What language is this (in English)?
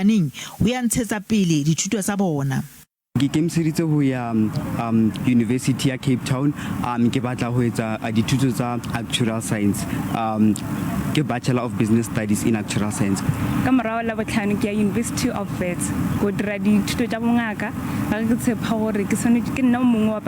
Northern Sotho